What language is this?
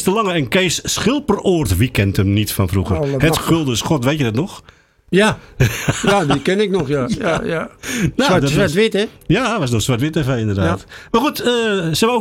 Dutch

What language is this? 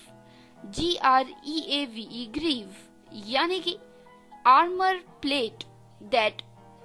Hindi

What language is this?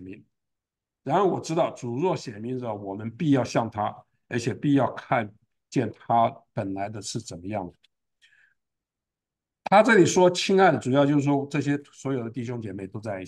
Chinese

